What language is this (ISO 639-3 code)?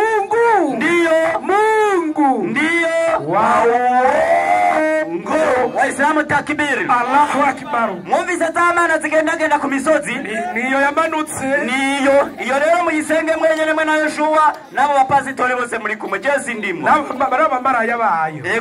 run